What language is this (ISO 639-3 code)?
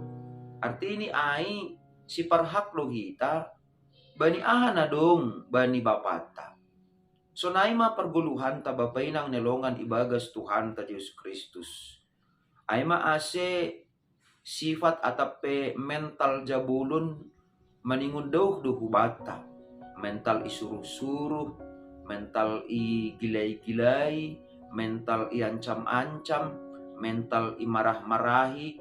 bts